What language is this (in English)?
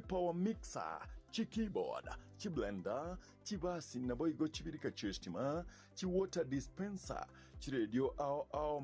Gusii